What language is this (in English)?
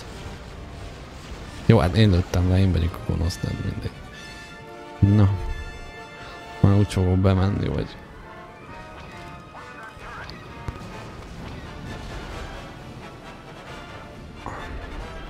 Hungarian